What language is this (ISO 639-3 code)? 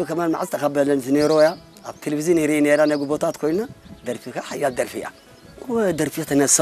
tir